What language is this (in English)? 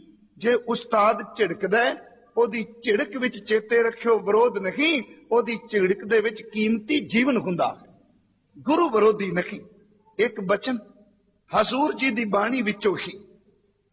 Punjabi